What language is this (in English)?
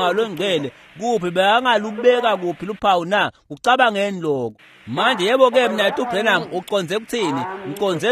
Swati